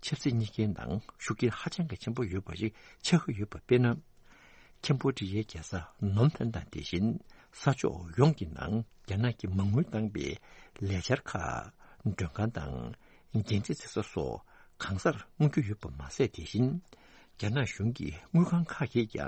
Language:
Tibetan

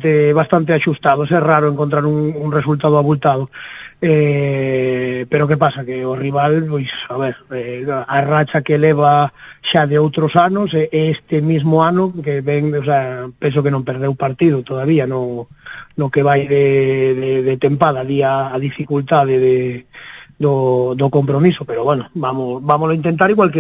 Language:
Galician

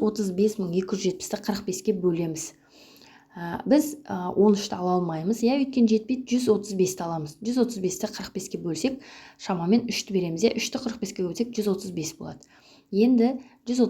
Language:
Kazakh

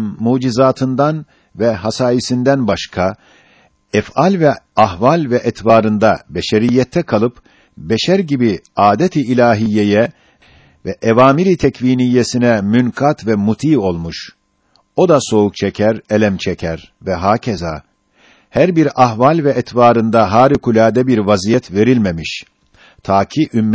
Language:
Turkish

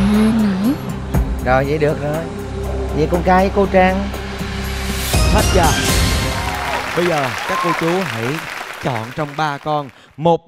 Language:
Vietnamese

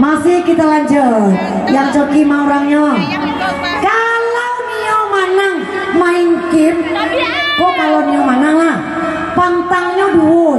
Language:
Minangkabau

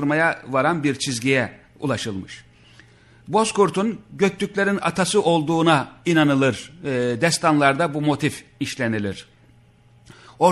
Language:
Turkish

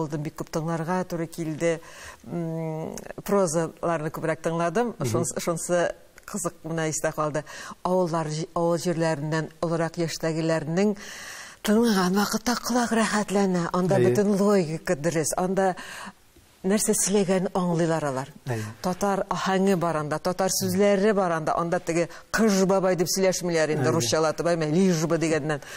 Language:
Tatar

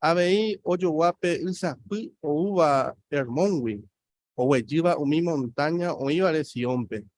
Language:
Guarani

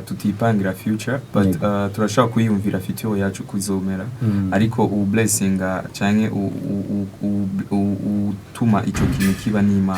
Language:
Rundi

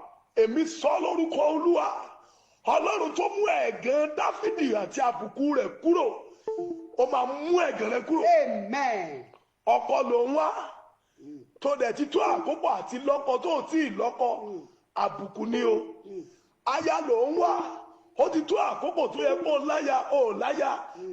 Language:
Yoruba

